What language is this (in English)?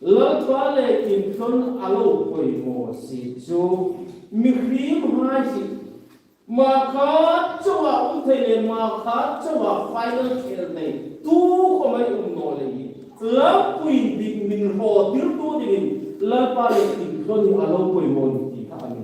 Hmar